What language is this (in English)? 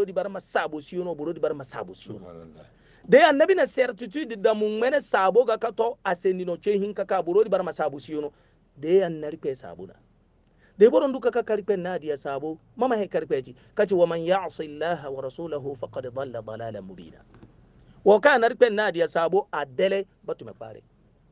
Hausa